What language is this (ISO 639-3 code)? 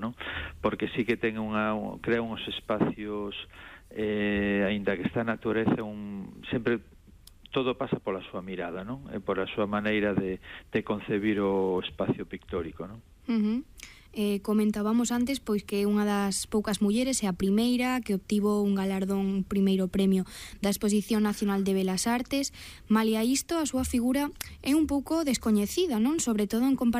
glg